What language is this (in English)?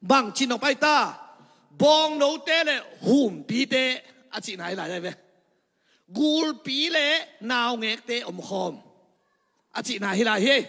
Tedim Chin